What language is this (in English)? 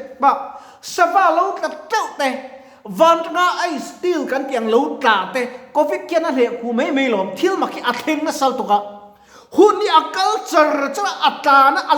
Mizo